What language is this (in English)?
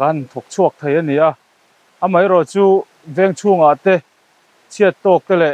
Mizo